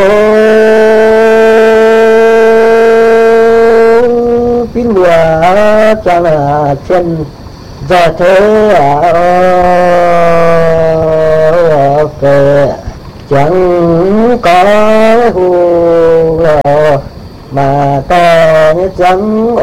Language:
Vietnamese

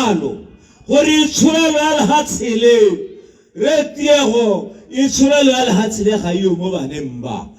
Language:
Tswana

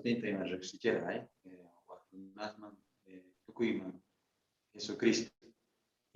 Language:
South Bolivian Quechua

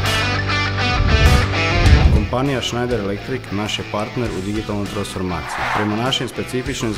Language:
Croatian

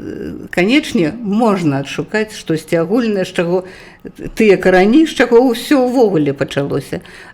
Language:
Belarusian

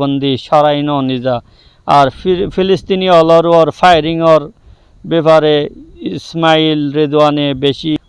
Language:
Rohingya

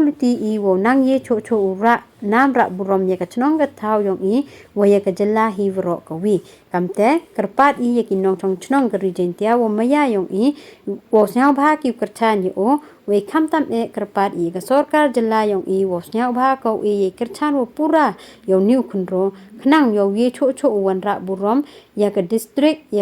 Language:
Pnar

